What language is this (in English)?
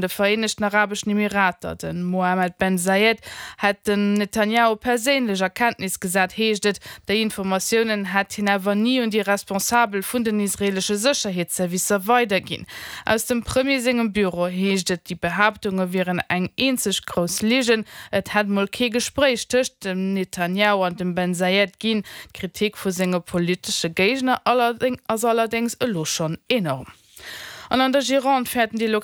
Luxembourgish